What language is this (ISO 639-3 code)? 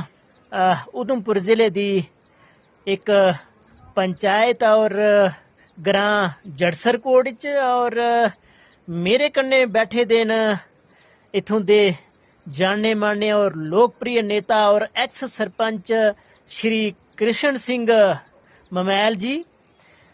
doi